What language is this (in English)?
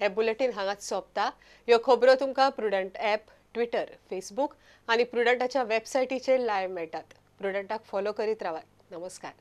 Konkani